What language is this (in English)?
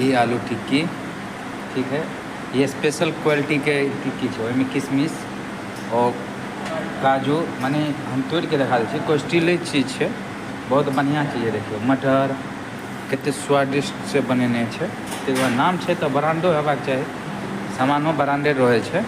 Maithili